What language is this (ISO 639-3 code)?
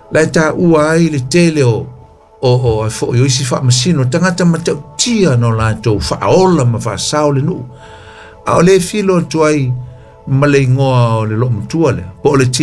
smo